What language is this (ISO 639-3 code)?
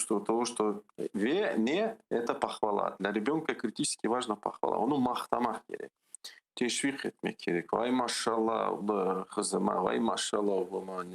crh